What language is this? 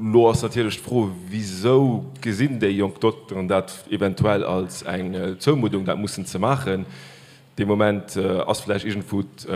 Luxembourgish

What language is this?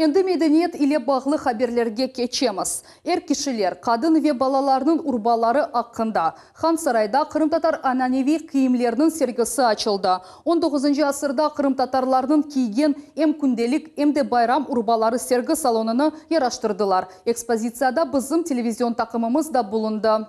Crimean Tatar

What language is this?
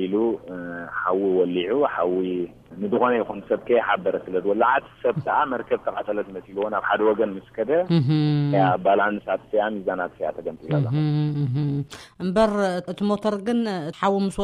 Tigrinya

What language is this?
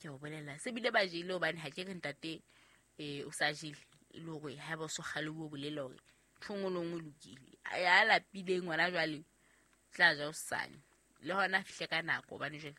Southern Sotho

